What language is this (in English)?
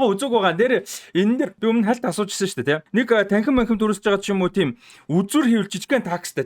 Mongolian